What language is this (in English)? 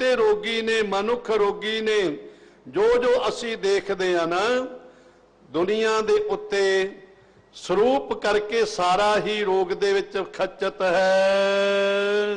Punjabi